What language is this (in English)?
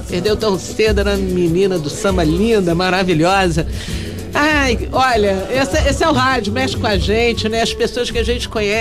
Portuguese